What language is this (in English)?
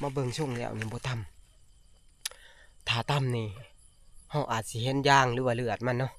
Northeastern Thai